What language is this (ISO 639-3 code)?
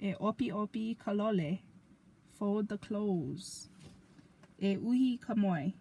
haw